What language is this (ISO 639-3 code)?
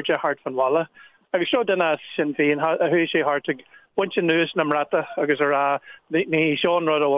gle